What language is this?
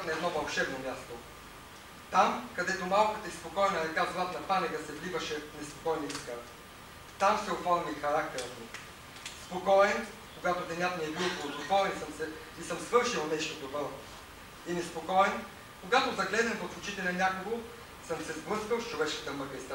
Bulgarian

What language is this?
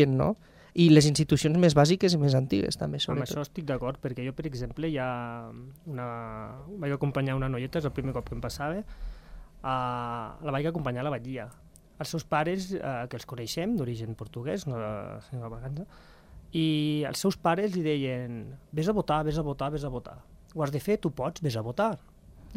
Catalan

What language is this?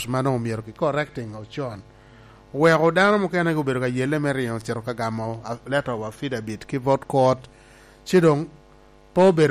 Lango (Uganda)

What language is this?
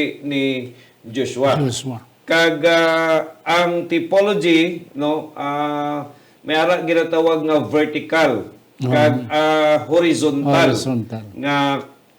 Hiligaynon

